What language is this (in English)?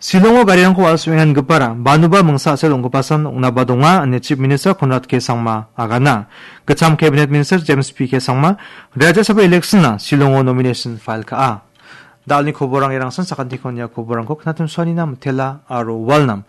Garo